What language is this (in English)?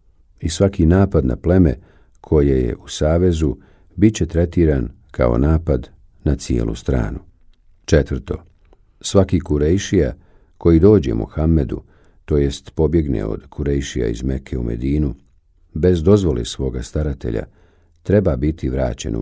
Bosnian